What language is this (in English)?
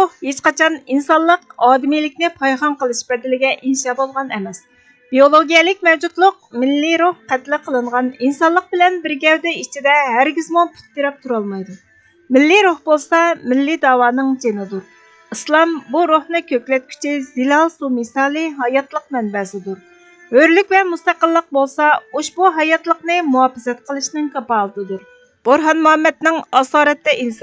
Uyghur